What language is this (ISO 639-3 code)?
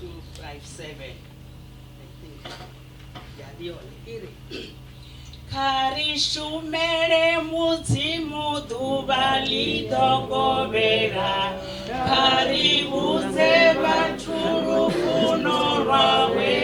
ven